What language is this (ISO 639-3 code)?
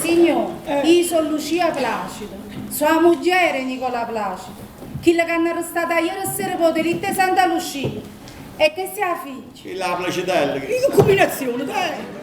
nap